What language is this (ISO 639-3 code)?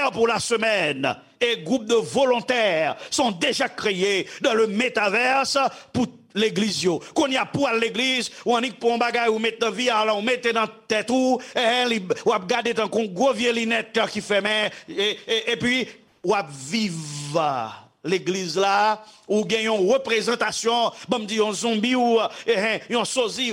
hat